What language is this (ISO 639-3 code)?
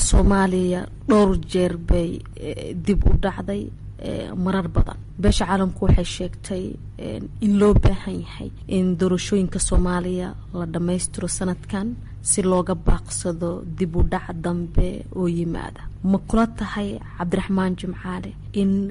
som